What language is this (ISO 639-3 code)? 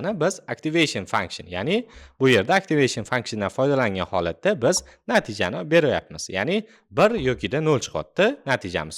uzb